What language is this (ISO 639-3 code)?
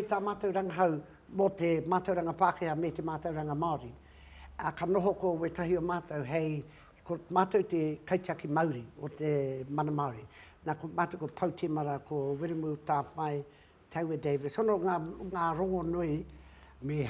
mri